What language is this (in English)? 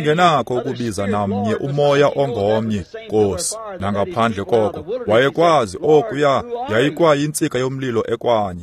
Xhosa